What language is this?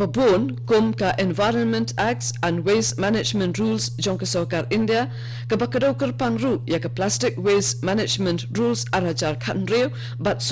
Khasi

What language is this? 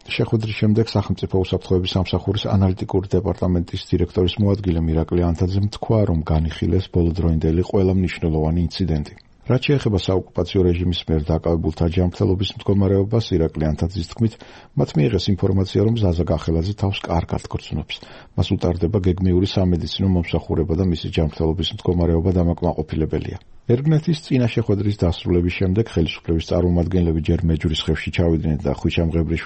Georgian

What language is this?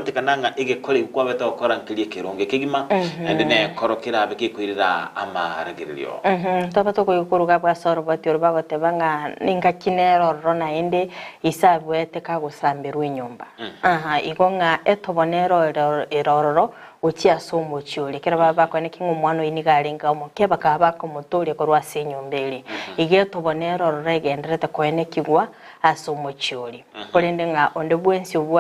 Gusii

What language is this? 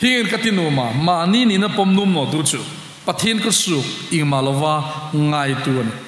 Hmar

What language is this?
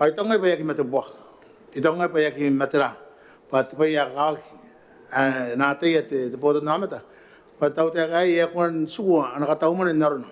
Gilbertese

